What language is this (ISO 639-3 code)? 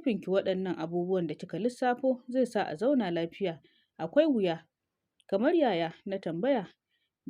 hau